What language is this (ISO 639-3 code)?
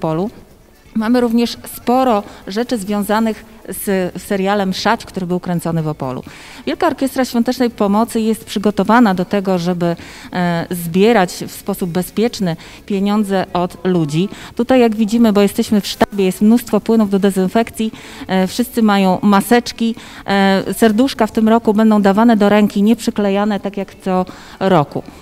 pol